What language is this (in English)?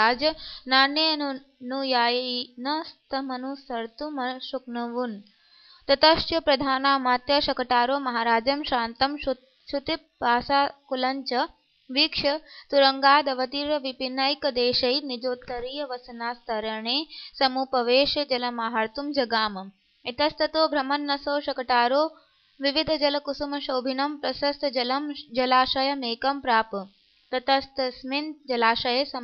Sanskrit